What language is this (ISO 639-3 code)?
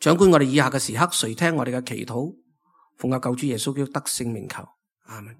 yue